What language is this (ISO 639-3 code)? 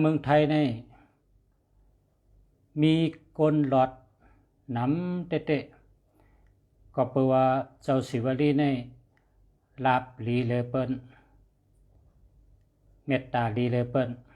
shn